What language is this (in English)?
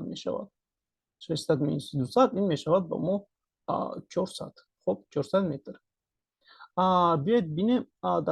Tajik